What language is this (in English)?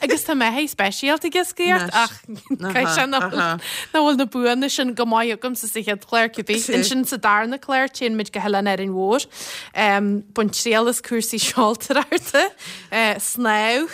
Irish